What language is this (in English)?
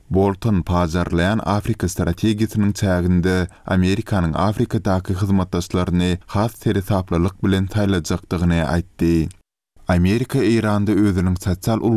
Turkmen